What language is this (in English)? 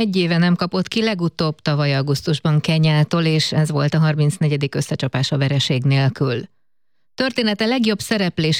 Hungarian